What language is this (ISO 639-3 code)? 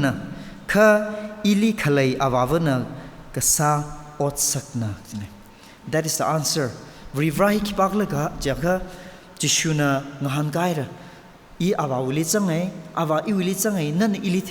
nmf